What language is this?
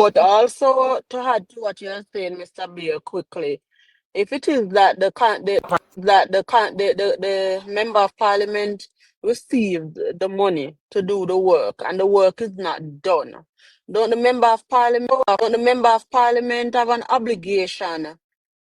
Jamaican Creole English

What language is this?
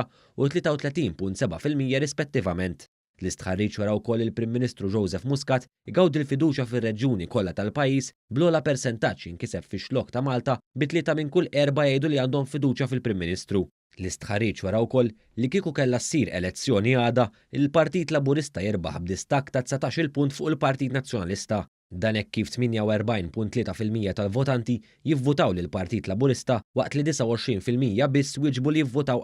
Maltese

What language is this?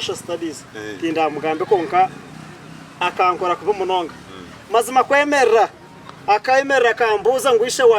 Nyankole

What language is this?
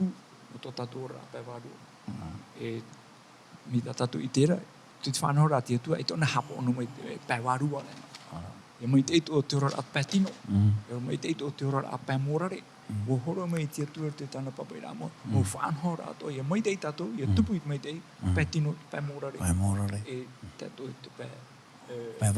Tahitian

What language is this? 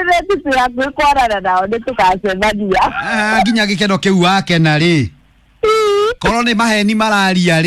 Kikuyu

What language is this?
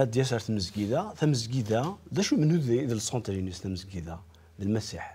Kabyle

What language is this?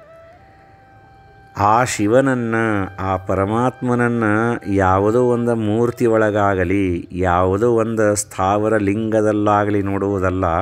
Kannada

